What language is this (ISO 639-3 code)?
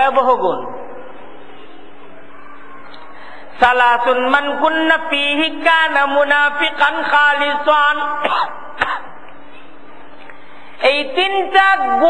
ben